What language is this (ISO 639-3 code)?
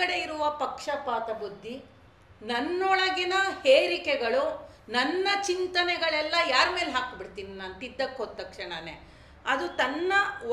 kan